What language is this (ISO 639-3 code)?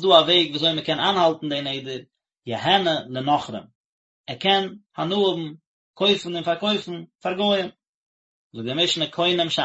yid